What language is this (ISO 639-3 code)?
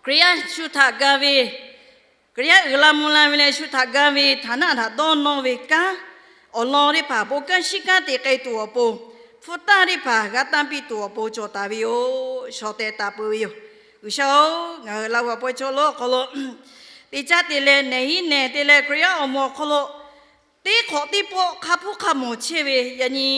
lhu